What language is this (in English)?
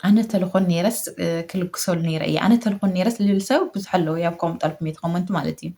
Tigrinya